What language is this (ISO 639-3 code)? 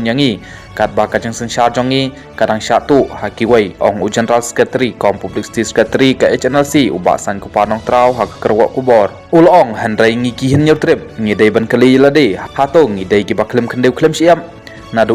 kha